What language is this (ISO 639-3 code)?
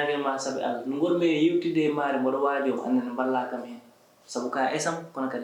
ful